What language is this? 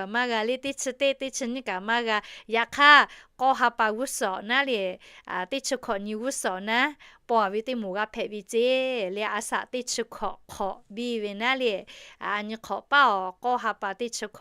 Lahu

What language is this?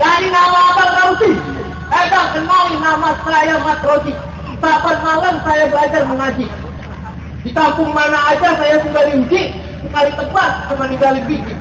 Betawi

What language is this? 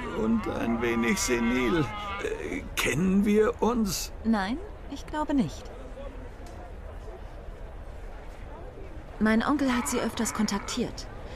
German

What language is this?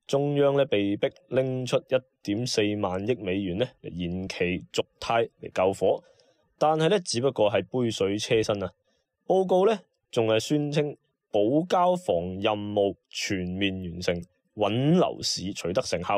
Cantonese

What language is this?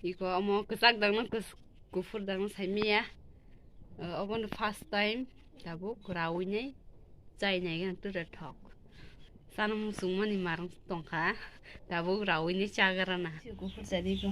Kok Borok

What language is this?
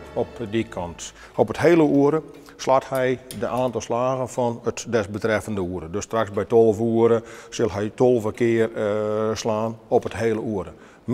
Western Frisian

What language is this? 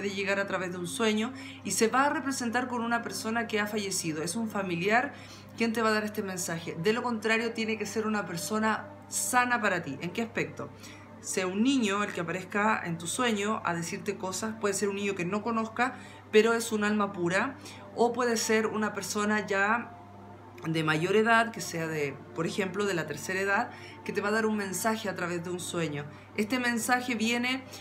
Spanish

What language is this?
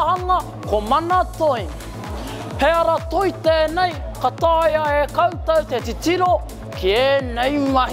Māori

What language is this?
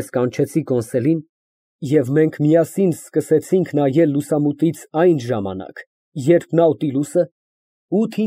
Armenian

